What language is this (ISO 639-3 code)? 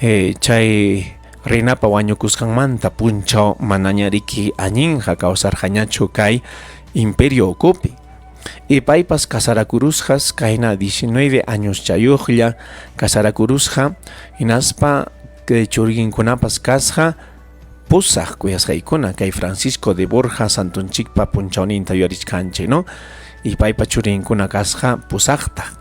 quy